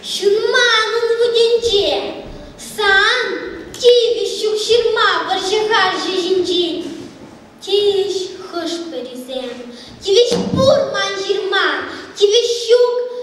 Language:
Chuvash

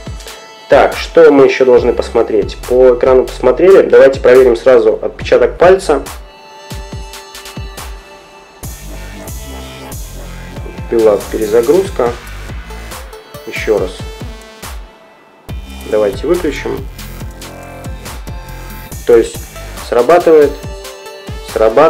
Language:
Russian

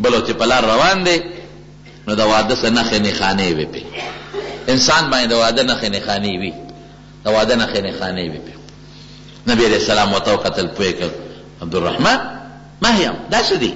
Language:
Pashto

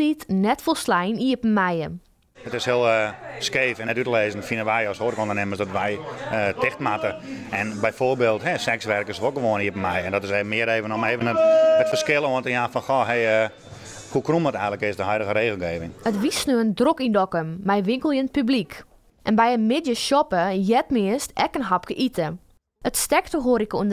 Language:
Western Frisian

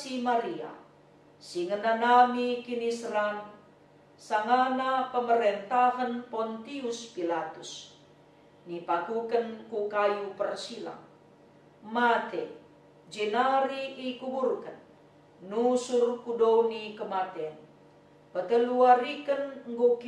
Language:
Batak Karo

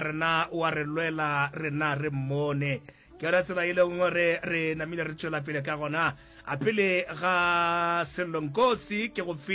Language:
Northern Sotho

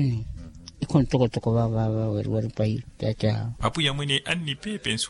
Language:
Makhuwa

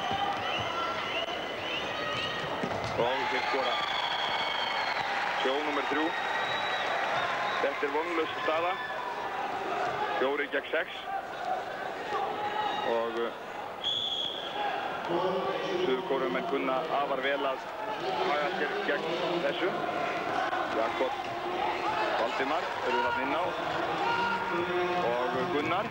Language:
Icelandic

